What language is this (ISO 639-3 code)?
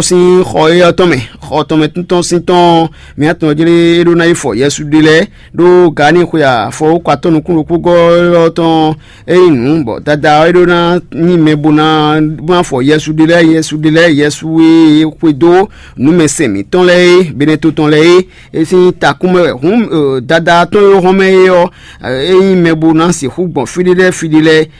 fon